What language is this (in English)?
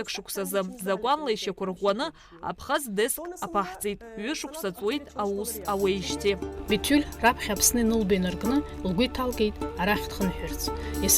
Abkhazian